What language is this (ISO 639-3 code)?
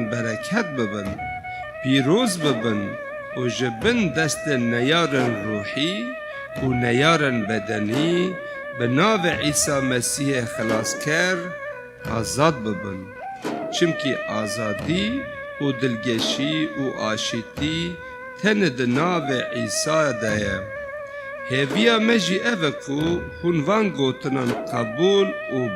kur